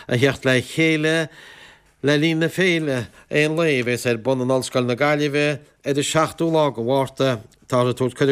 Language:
Irish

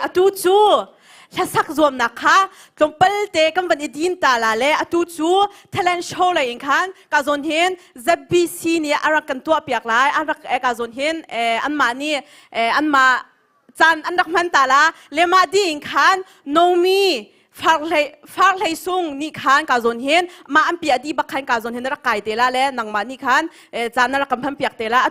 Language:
Hakha Chin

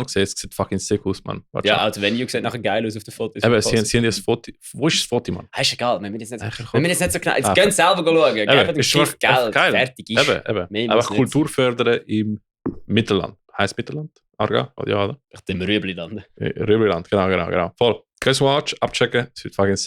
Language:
Swiss German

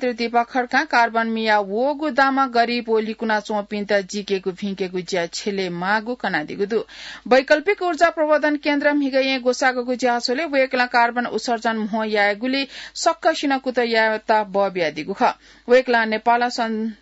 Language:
Newari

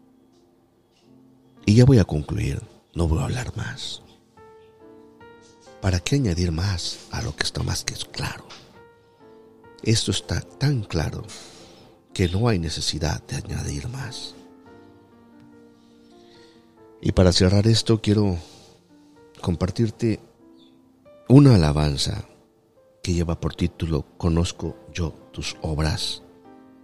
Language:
Spanish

